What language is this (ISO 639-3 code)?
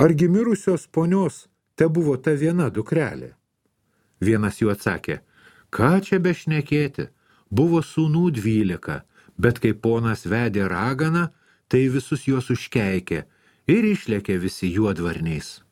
lit